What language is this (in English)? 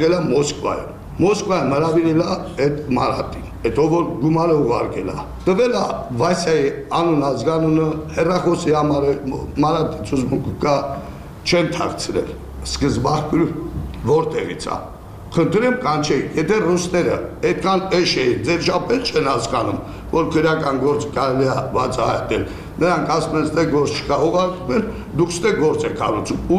Armenian